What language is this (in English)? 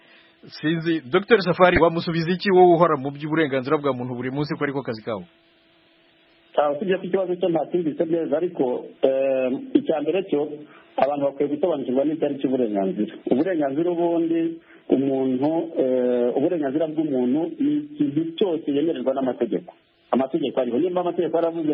Kinyarwanda